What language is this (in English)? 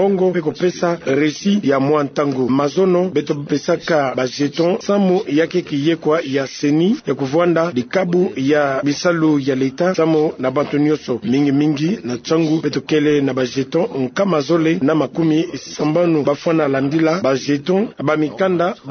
Kituba (Democratic Republic of Congo)